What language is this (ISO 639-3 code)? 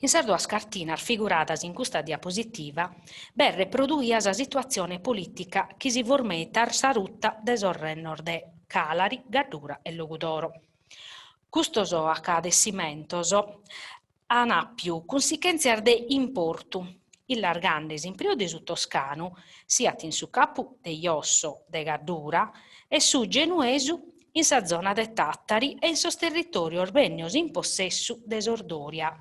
srd